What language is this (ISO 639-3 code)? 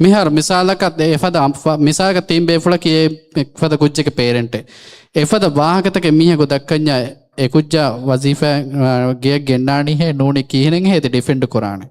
div